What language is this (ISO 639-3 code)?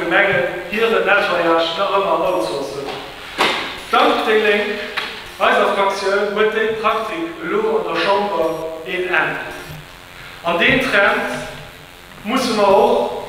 ltz